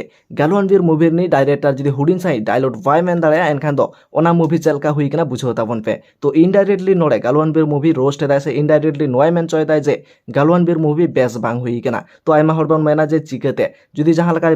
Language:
Santali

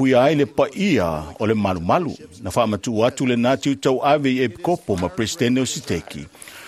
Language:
Samoan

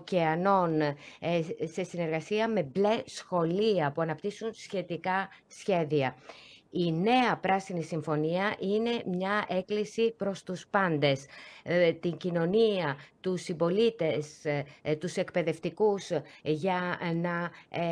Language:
Greek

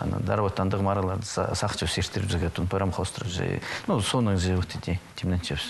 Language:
Khakas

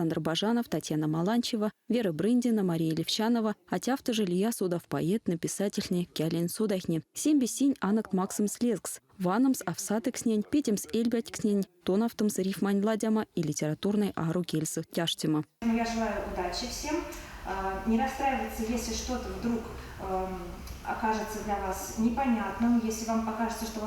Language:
Erzya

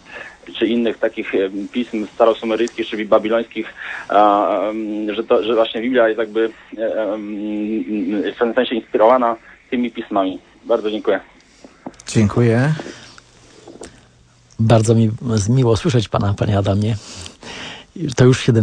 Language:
Polish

